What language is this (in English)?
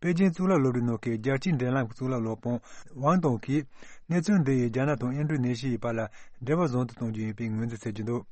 Tibetan